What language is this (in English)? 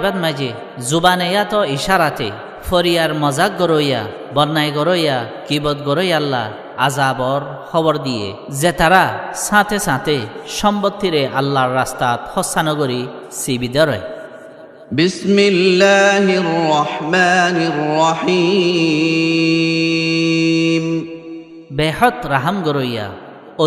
Rohingya